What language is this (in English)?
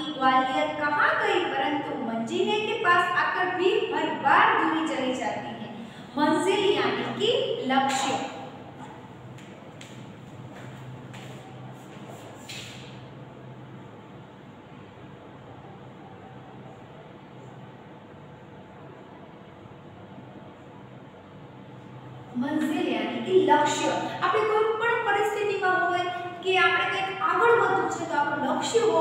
Gujarati